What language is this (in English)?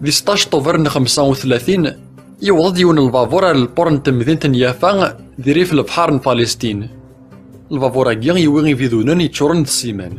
Kabyle